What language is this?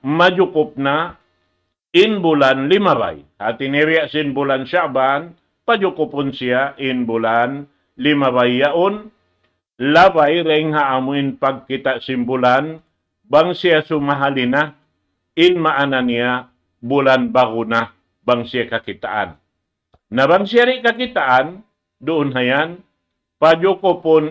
Tausug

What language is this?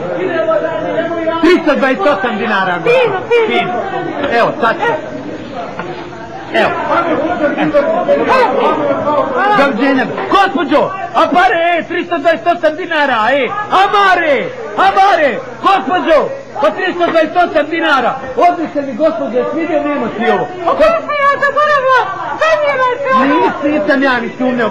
Bosnian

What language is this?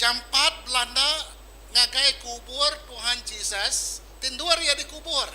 Iban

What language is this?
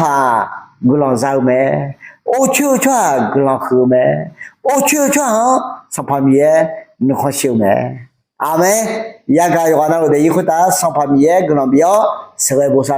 Akha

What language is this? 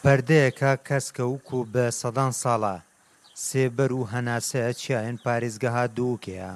Kurdish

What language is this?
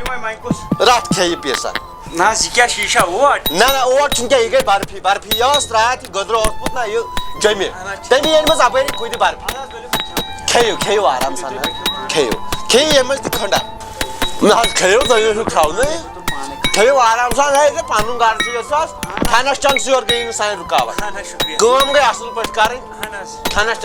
Kashmiri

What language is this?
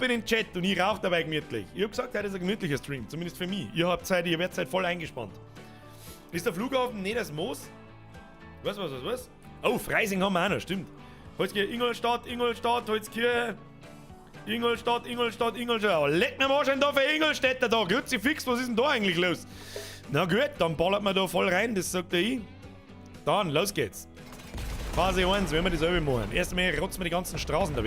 Bavarian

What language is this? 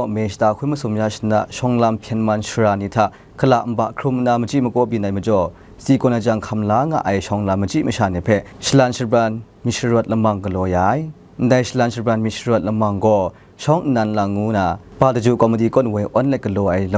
Kachin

